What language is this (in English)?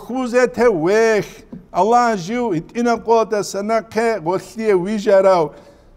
Avaric